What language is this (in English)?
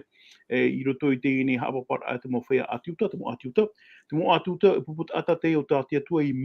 Tahitian